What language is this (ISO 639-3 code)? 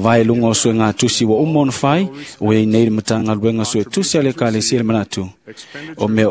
smo